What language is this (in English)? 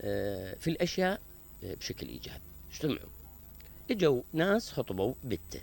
Mesopotamian Arabic